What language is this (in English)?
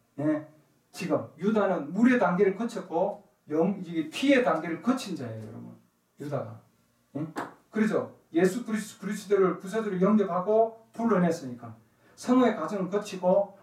Korean